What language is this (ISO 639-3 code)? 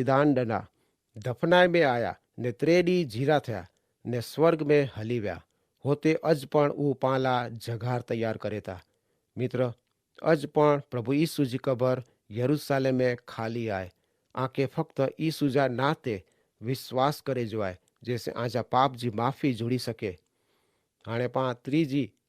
kfr